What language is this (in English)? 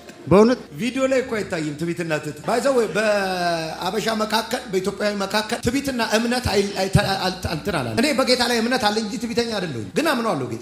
Amharic